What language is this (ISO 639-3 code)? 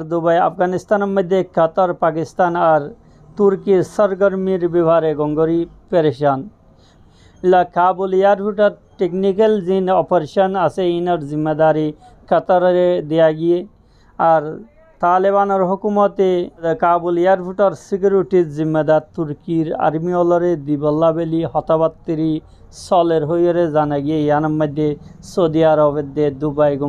rhg